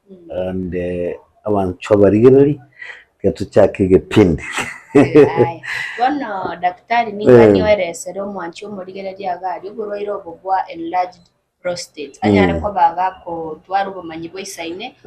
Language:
Gusii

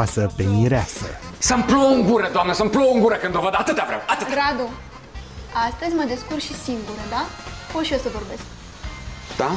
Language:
Romanian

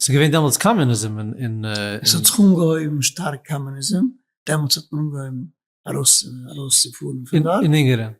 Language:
Yiddish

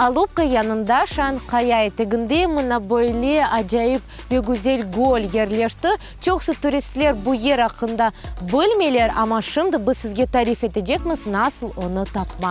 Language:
Crimean Tatar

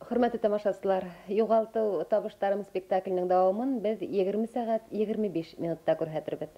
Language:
Bashkir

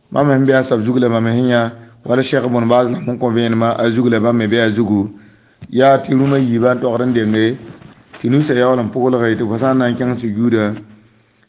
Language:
Mossi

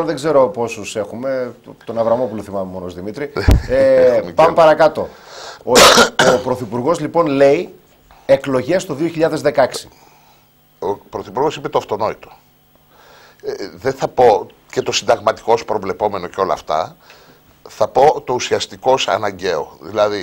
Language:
Greek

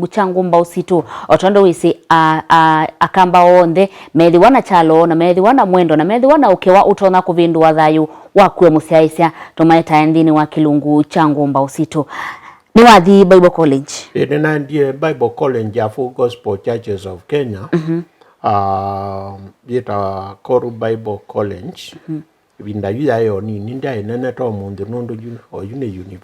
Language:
Kamba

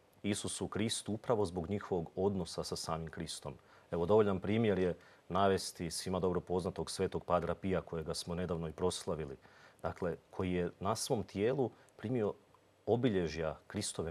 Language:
Croatian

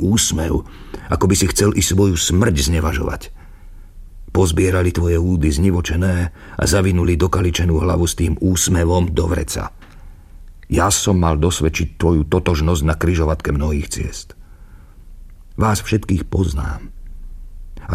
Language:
Slovak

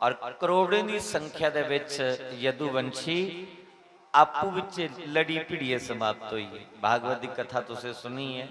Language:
Dogri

